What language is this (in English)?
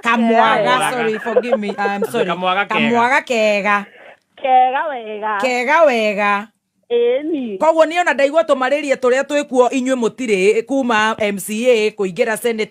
Kikuyu